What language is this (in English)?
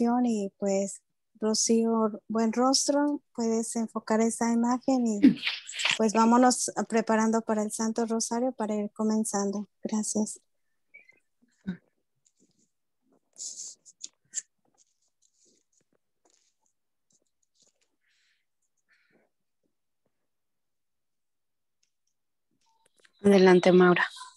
Spanish